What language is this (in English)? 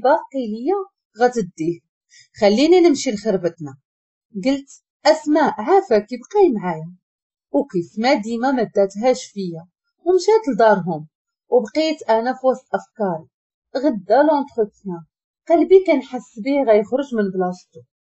Moroccan Arabic